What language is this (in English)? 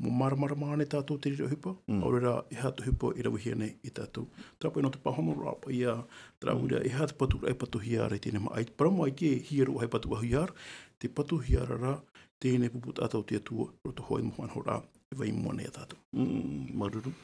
Tahitian